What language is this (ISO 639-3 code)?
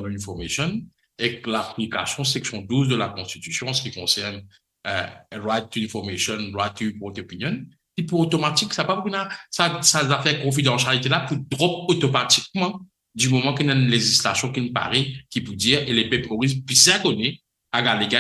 mfe